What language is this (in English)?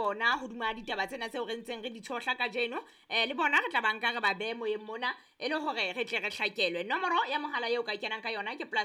Southern Sotho